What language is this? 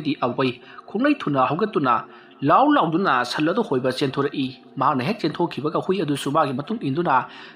Manipuri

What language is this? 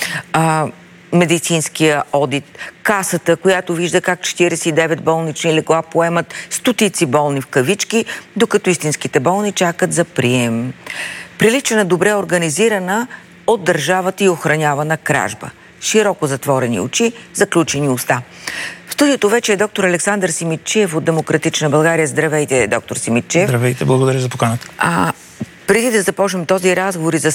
Bulgarian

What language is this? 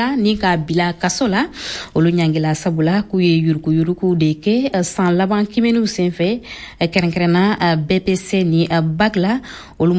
Bambara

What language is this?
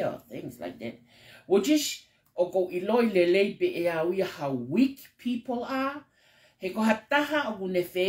Tongan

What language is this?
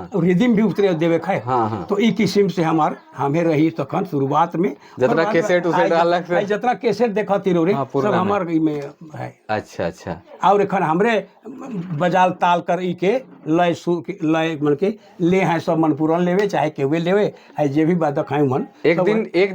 Sadri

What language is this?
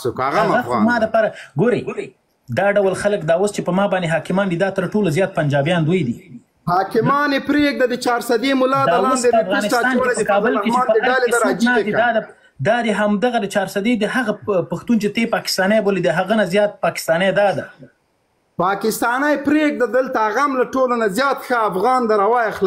Pashto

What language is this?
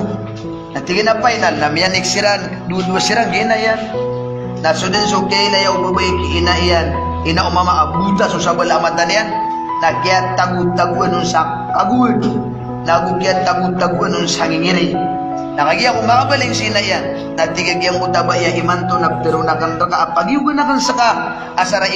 Maranao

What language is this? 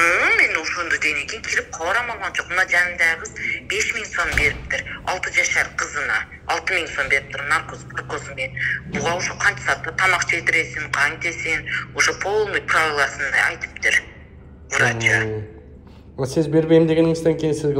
Kyrgyz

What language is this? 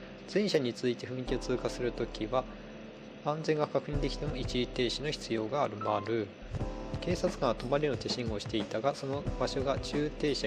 Japanese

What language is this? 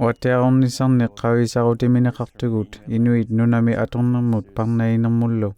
Inuktitut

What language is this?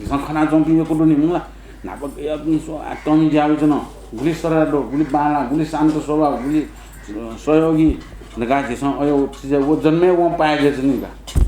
Newari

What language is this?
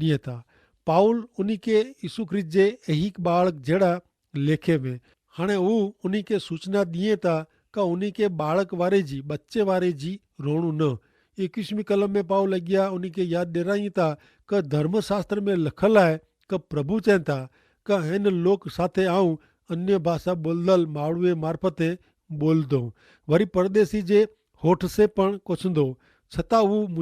Kachhi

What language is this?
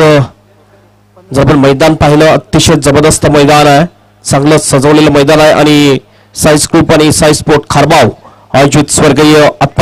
Marathi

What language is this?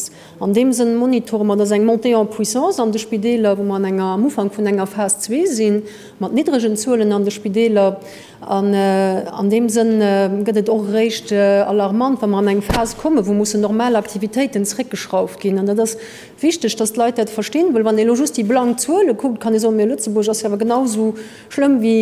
Luxembourgish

